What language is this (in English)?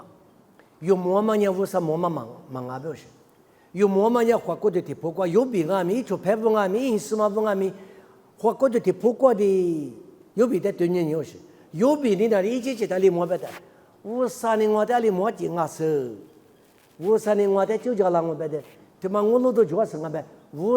Lisu